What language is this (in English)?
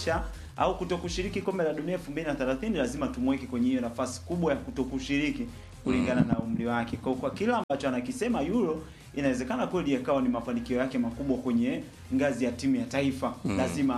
Swahili